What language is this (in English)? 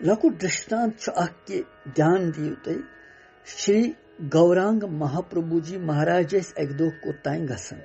Kashmiri